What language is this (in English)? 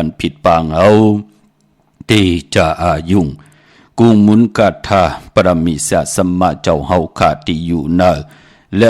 Shan